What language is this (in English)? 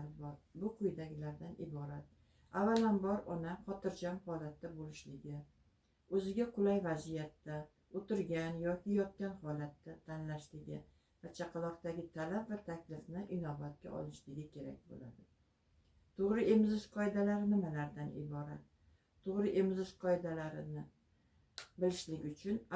Uzbek